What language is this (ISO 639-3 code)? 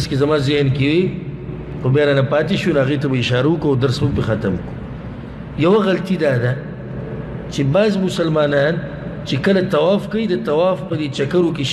pus